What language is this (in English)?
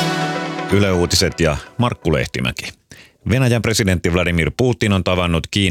Finnish